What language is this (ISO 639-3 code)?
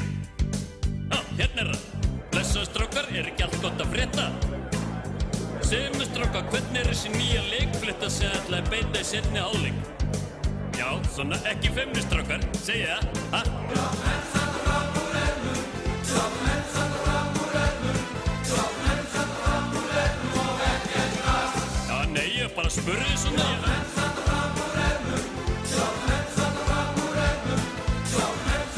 isl